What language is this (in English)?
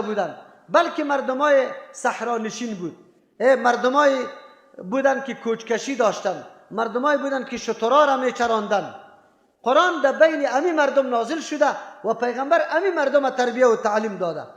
Persian